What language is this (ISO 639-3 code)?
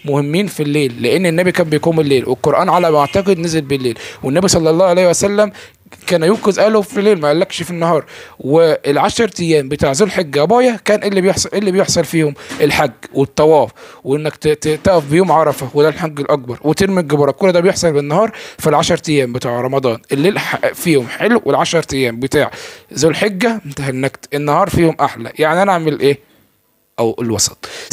arz